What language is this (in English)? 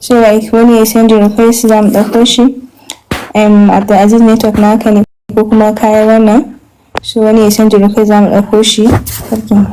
Hausa